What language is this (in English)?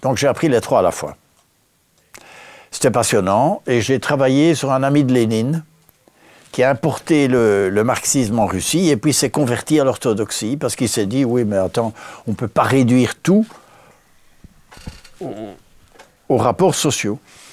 French